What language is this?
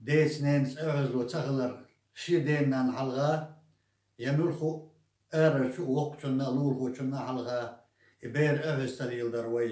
Chechen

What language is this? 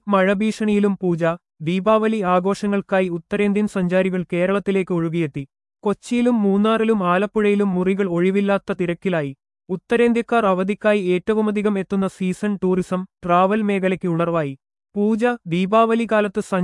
Malayalam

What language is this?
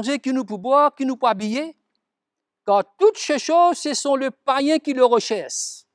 Morisyen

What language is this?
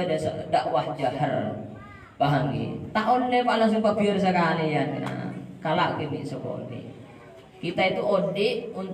Madurese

